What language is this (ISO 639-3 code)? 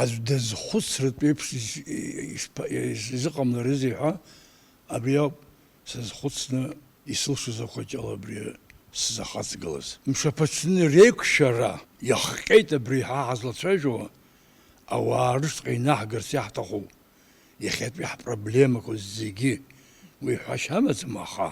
abk